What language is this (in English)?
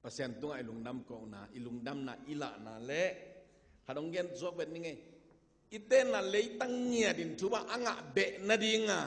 Tedim Chin